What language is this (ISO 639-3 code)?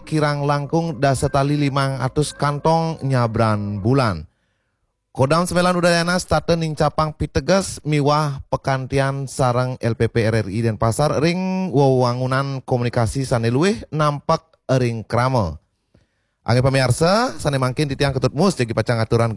ban